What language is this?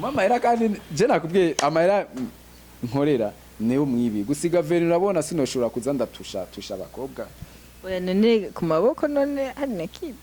Rundi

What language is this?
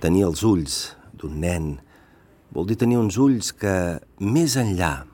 Catalan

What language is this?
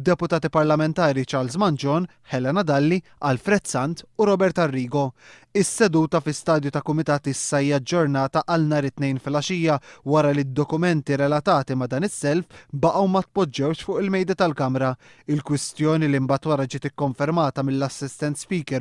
Maltese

